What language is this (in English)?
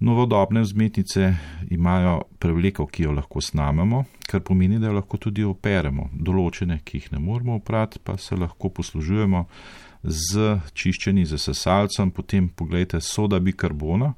Slovenian